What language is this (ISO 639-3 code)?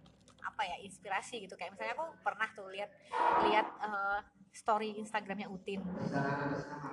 ind